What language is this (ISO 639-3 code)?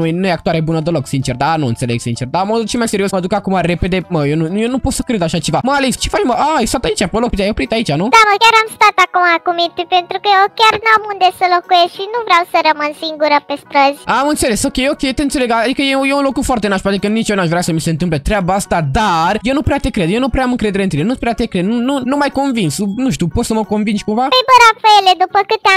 ron